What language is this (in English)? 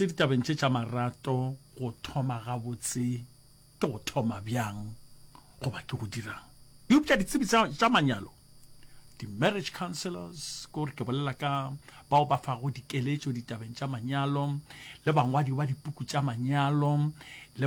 Northern Sotho